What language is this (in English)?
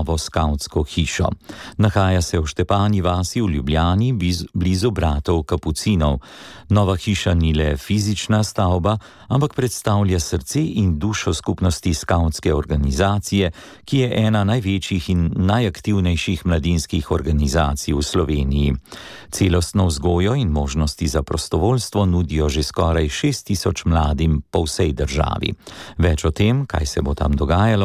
Slovenian